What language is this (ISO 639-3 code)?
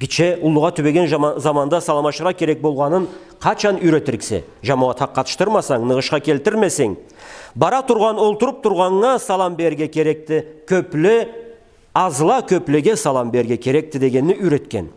krc